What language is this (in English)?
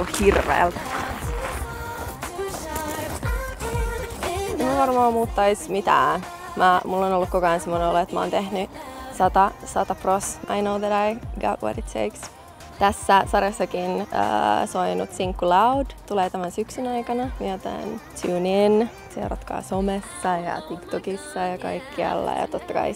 Finnish